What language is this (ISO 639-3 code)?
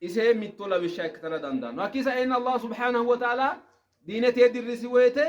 sid